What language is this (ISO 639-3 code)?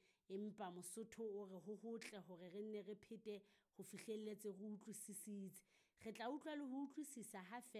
sot